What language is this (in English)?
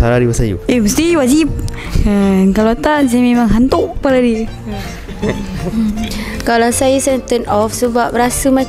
Malay